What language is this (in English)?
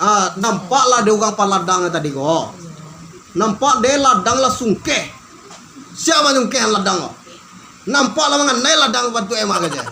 Minangkabau